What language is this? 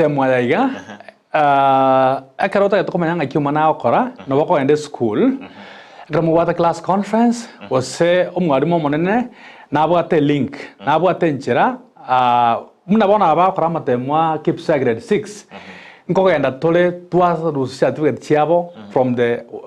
Gusii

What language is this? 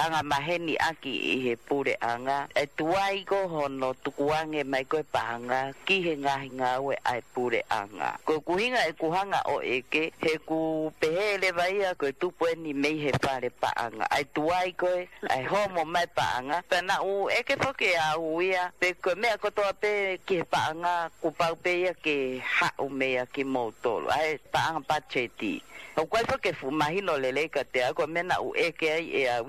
Tongan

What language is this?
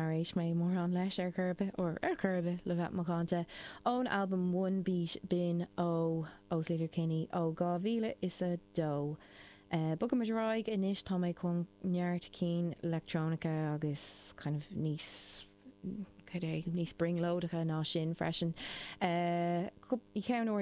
Irish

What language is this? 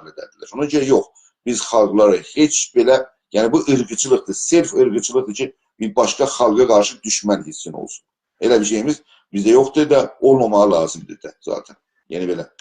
South Azerbaijani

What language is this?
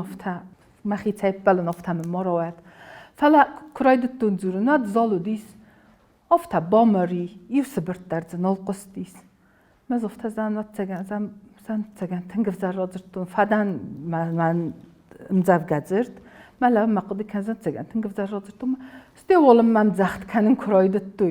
Ossetic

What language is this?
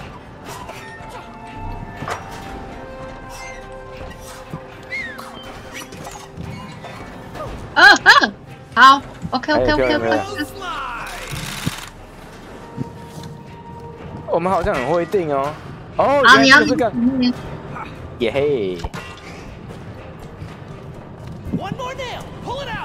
Chinese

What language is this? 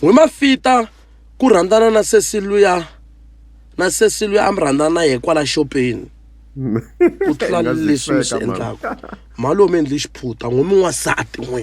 Tsonga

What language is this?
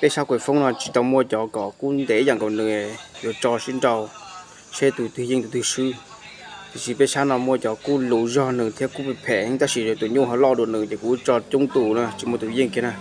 Hmong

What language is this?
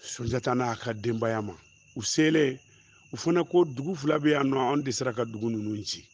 Bambara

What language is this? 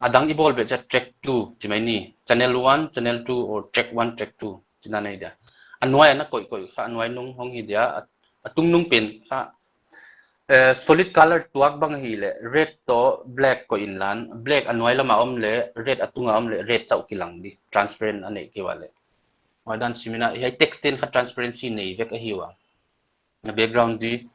Paite Chin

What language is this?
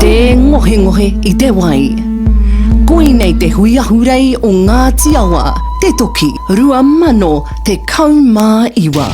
Māori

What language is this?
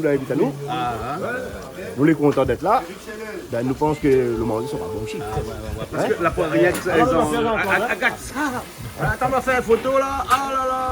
Réunion Creole French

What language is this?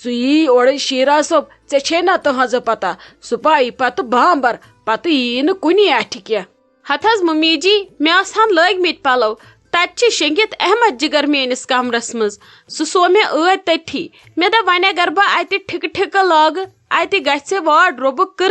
Kashmiri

